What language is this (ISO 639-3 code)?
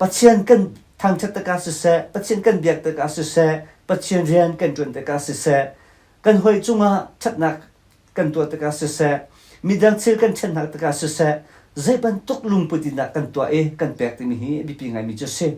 cnh